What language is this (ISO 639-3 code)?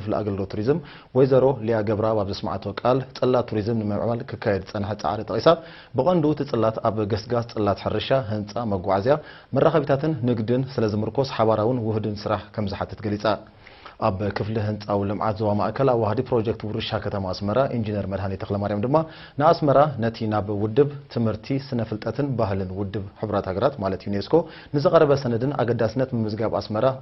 tir